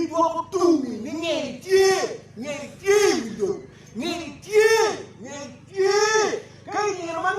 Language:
Acoli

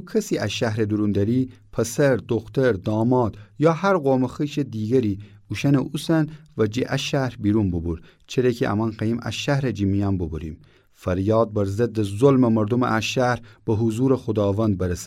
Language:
Gilaki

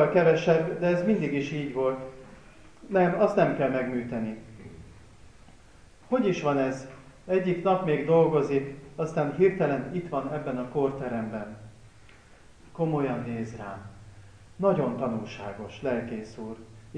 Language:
Hungarian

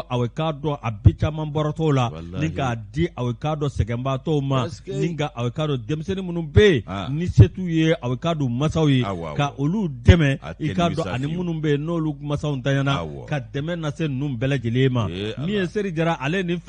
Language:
Bambara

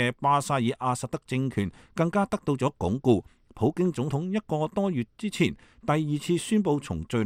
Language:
Cantonese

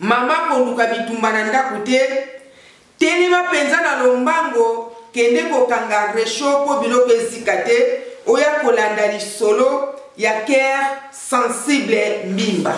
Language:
Lingala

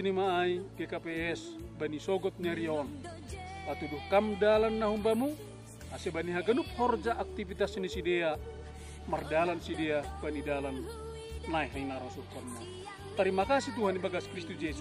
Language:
Batak Simalungun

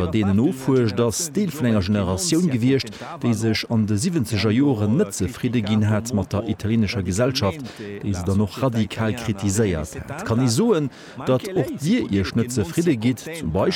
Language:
Luxembourgish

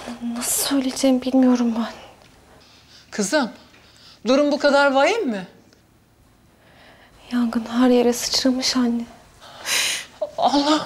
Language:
Turkish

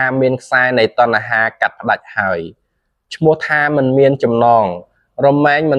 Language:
Khmer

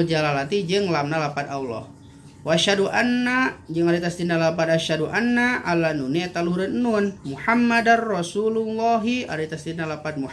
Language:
Sundanese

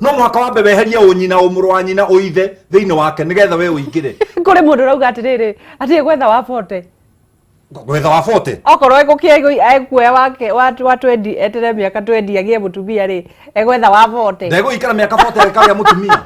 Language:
Kikuyu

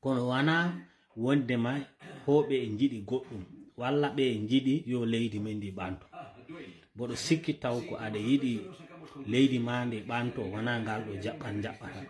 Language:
Fula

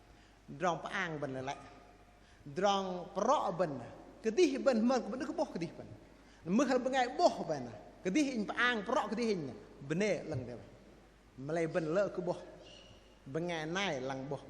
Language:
Bahnar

